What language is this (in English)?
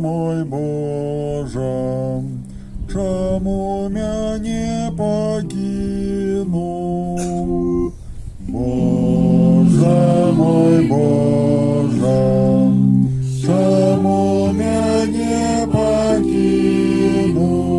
Belarusian